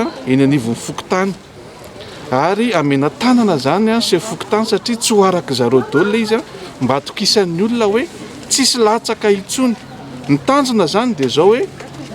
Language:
Malagasy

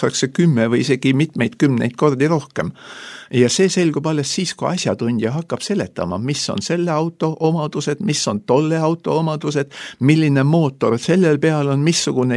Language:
Estonian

